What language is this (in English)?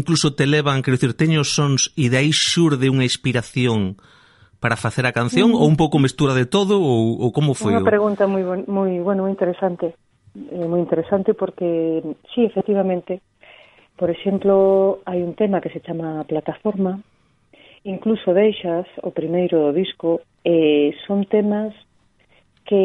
Galician